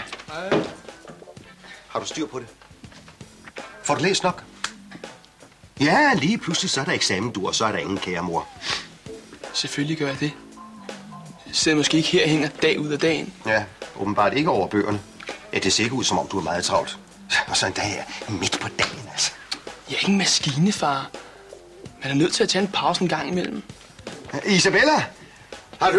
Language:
Danish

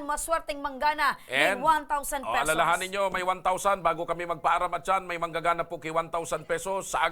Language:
Bikol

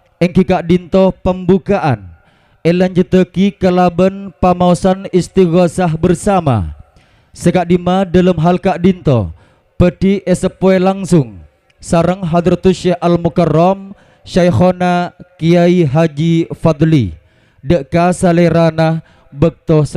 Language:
Madurese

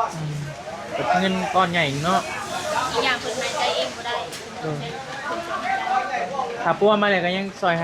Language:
Northeastern Thai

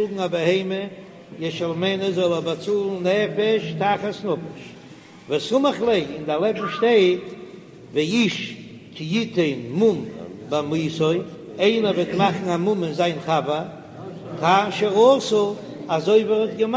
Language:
Yiddish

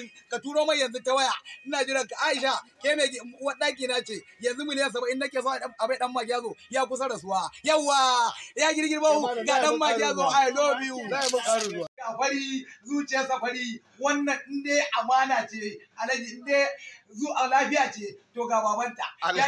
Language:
Hausa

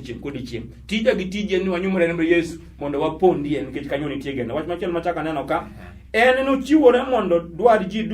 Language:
Luo (Kenya and Tanzania)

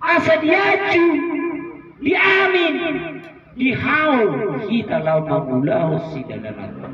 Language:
Batak Toba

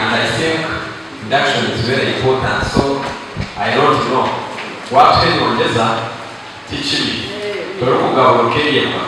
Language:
Nyankole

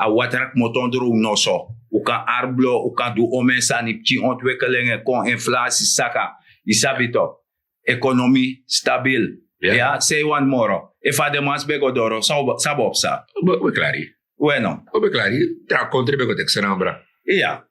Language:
Sranan Tongo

